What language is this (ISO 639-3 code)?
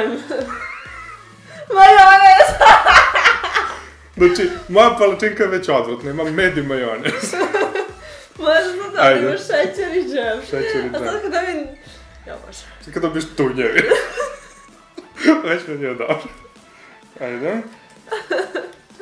srp